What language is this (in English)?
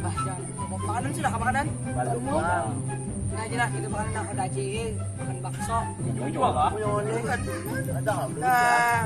Banjar